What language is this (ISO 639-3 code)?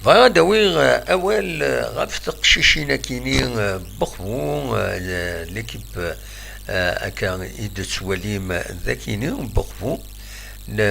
kab